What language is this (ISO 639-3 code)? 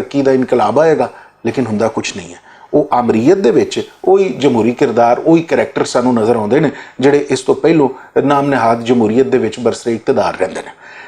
lah